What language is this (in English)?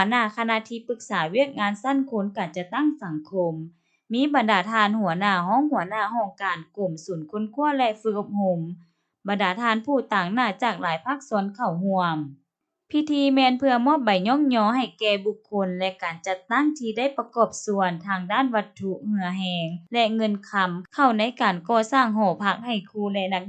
Lao